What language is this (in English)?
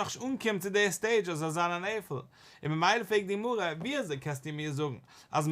Yiddish